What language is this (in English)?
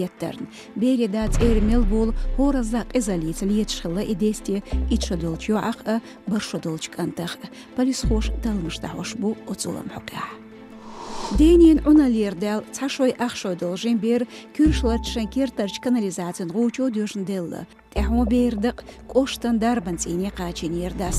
Chechen